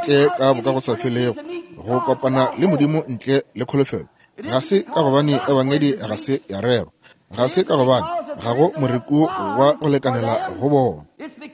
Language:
Northern Sotho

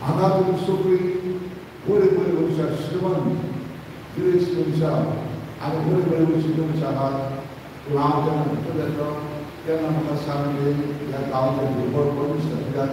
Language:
Konkani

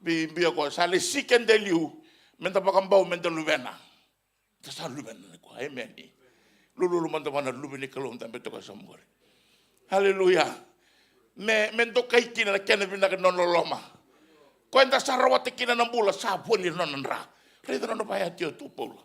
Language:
Fijian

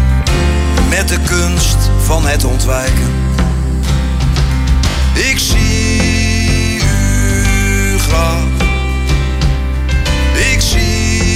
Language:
Dutch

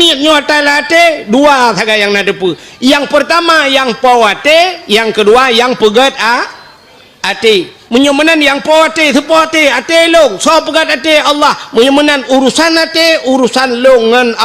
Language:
Achinese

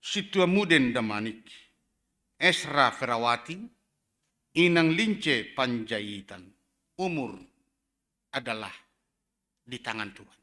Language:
Batak Simalungun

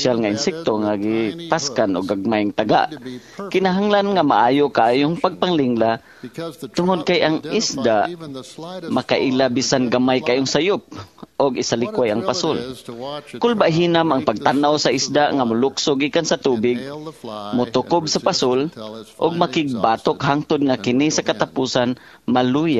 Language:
Cebuano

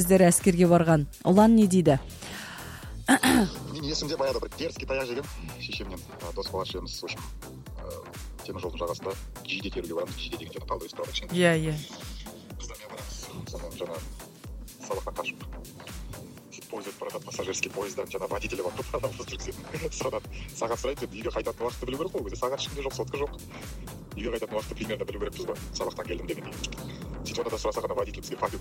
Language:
Kazakh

